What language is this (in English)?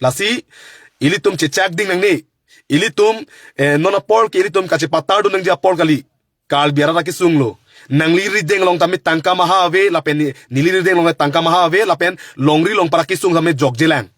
Karbi